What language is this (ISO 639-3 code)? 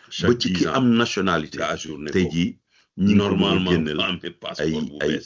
wol